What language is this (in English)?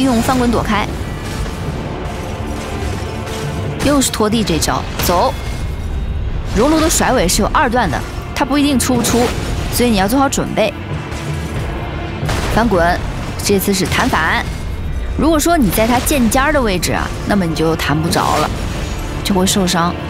Chinese